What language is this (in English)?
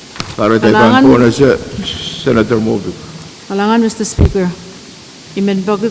Pohnpeian